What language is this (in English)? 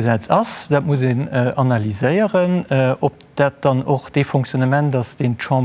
Luxembourgish